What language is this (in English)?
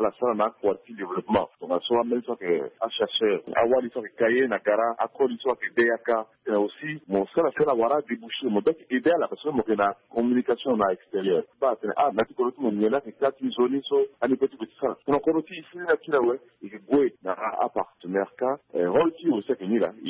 Sango